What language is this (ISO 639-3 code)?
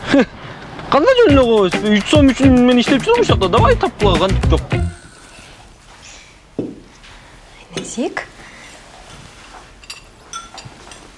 kir